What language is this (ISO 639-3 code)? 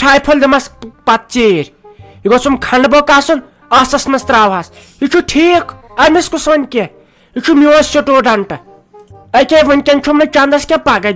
kas